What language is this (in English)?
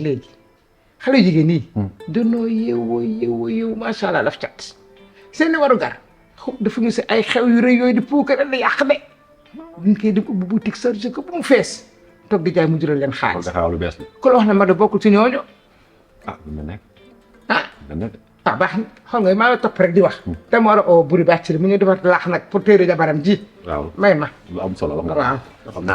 Wolof